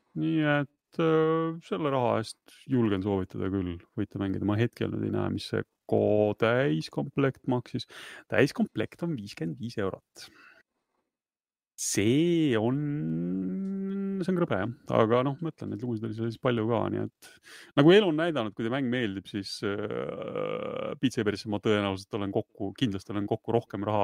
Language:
Estonian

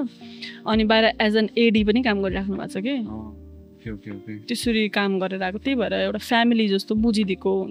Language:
Nepali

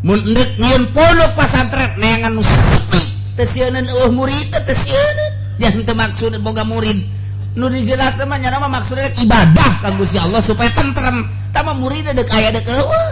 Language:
Sundanese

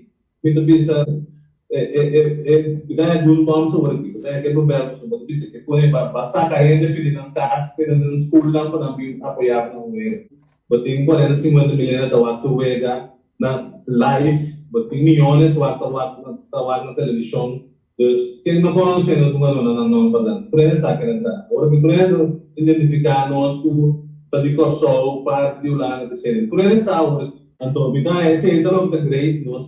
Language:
Papiamento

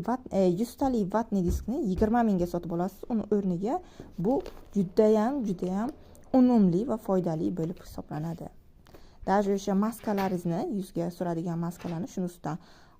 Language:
Uzbek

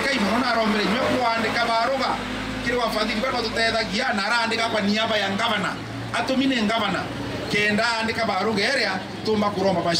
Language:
Meru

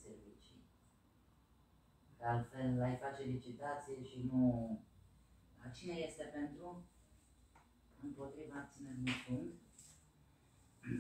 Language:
Romanian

